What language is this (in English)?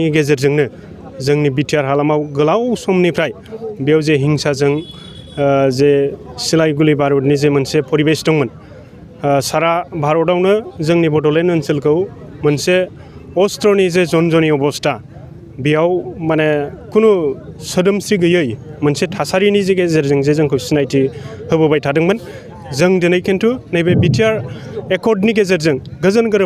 Bodo